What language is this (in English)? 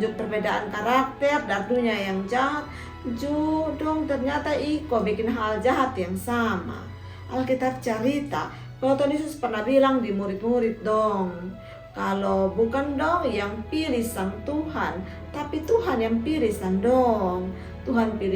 Kupang Malay